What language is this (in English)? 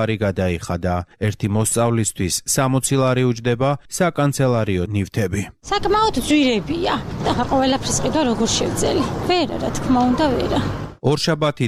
Georgian